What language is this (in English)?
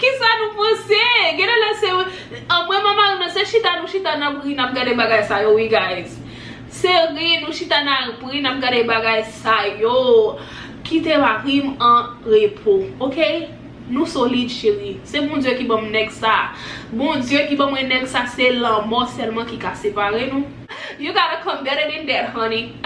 Haitian Creole